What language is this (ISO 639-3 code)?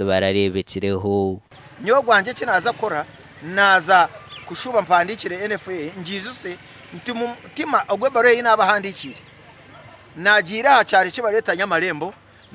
nyn